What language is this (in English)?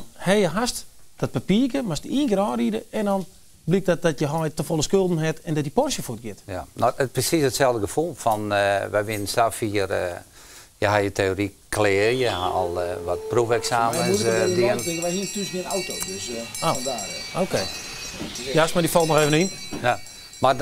Western Frisian